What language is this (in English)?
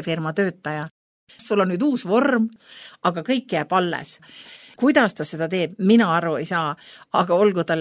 Estonian